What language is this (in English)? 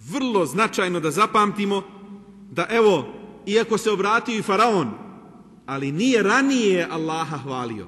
Bosnian